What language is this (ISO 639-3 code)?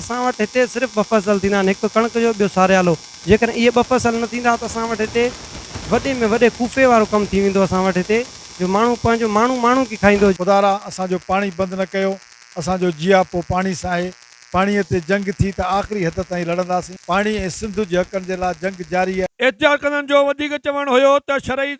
snd